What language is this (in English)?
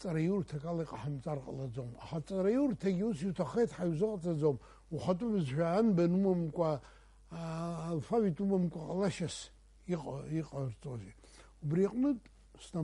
Abkhazian